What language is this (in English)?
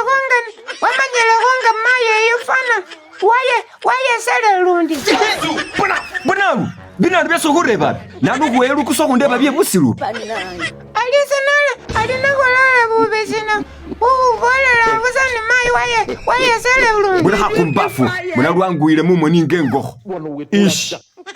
Masaaba